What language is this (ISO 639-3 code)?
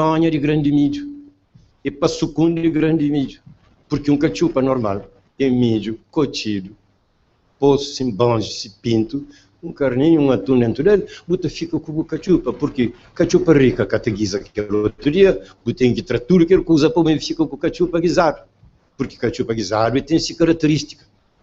kea